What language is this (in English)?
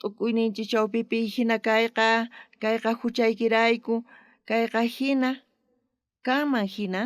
South Bolivian Quechua